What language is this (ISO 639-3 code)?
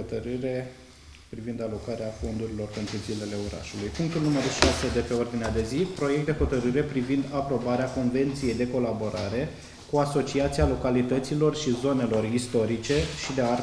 ron